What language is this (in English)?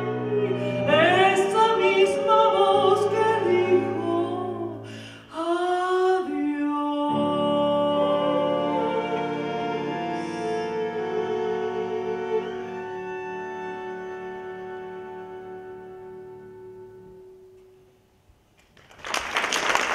Spanish